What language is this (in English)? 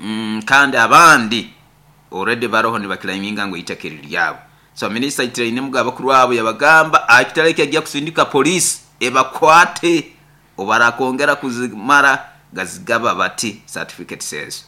Nyoro